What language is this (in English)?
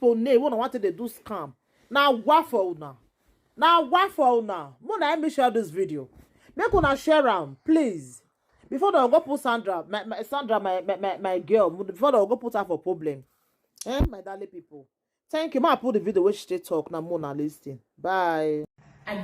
Nigerian Pidgin